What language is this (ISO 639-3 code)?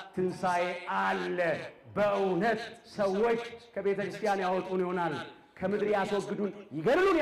amh